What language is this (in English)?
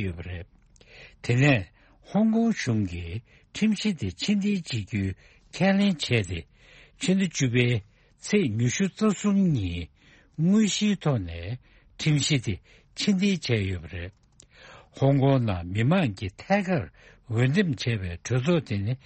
Tibetan